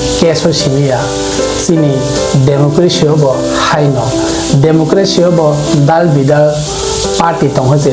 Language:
Kok Borok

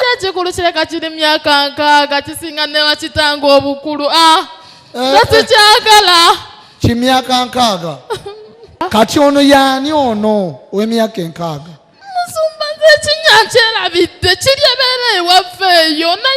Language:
Ganda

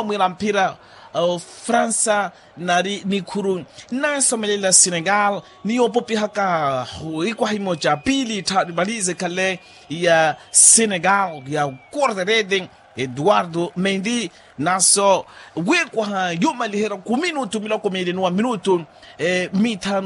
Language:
Makhuwa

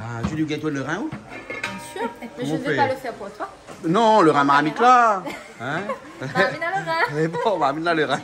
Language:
Réunion Creole French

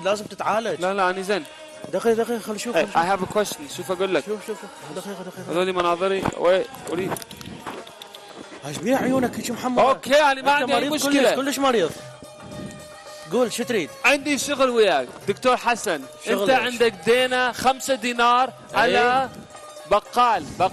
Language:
Mesopotamian Arabic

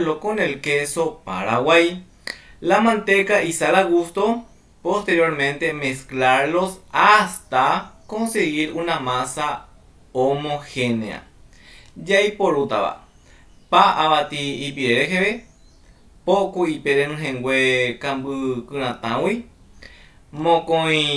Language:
Guarani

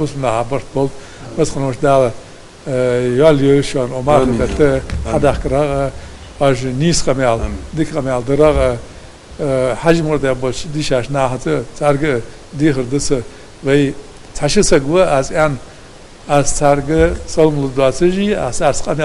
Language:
Ingush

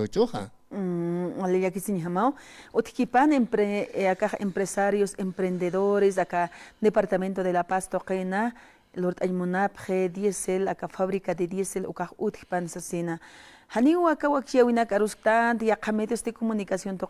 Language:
Aymara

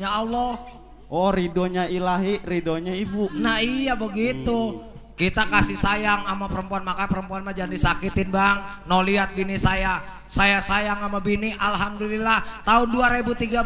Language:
Betawi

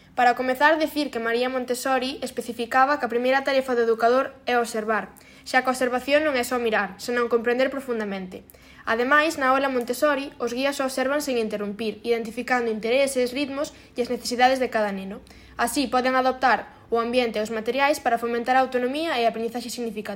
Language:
Galician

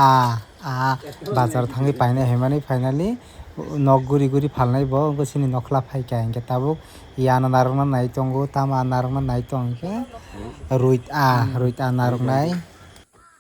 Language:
Kok Borok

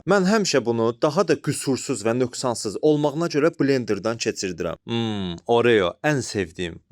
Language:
Azerbaijani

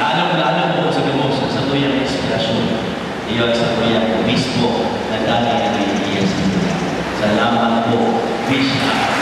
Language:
Bikol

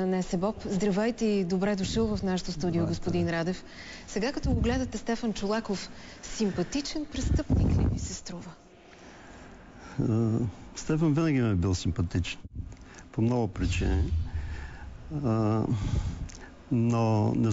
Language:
Bulgarian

